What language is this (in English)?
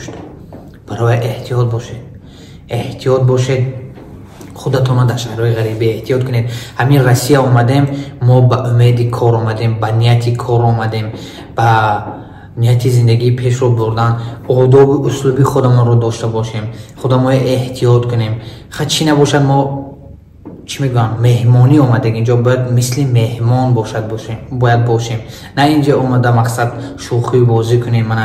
Tajik